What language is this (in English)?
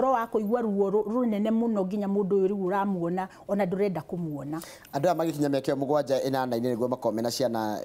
Kikuyu